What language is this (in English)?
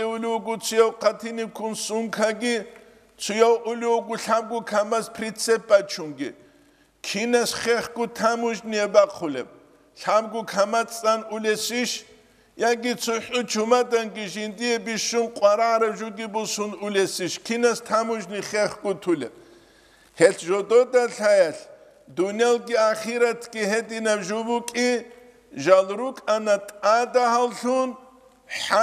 Avaric